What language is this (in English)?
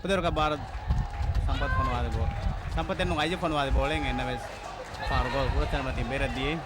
Divehi